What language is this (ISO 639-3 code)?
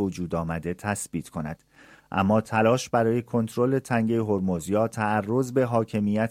fas